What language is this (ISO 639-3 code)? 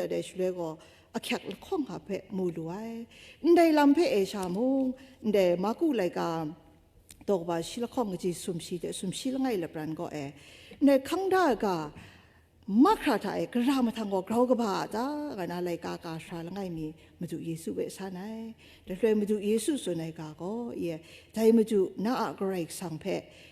kac